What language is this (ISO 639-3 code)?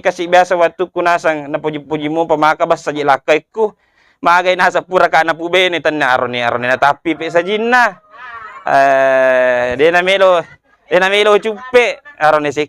bug